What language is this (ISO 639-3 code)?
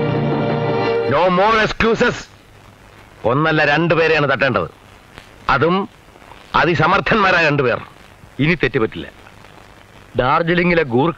mal